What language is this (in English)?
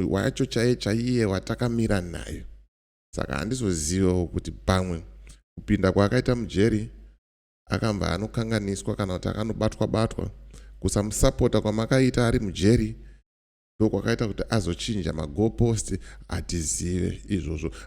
Shona